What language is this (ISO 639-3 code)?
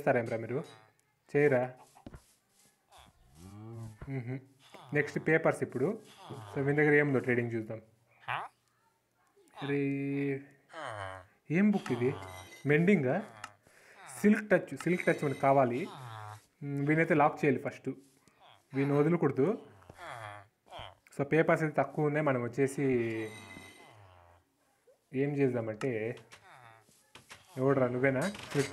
tel